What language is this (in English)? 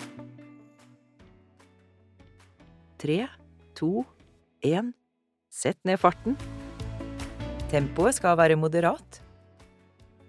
Norwegian